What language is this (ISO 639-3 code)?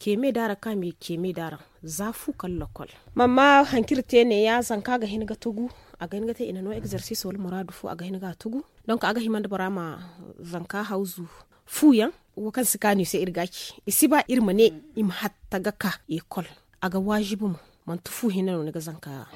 dje